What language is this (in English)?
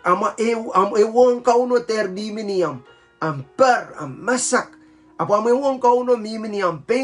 Pohnpeian